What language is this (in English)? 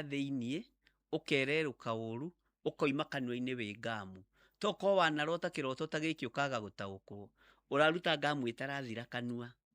Kikuyu